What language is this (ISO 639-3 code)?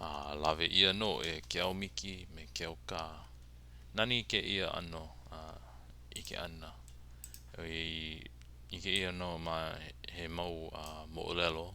haw